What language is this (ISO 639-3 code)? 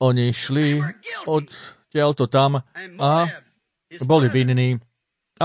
slk